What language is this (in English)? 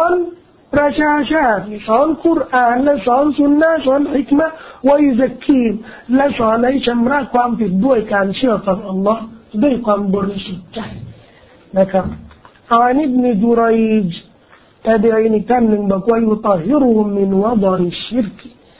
Thai